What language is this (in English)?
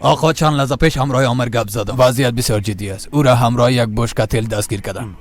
Persian